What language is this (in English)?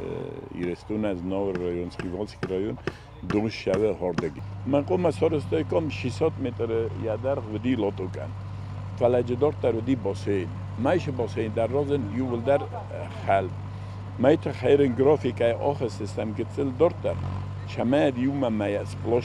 Ossetic